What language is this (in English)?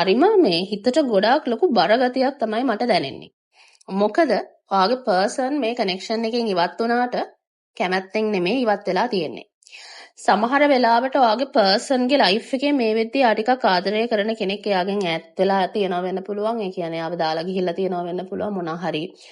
Sinhala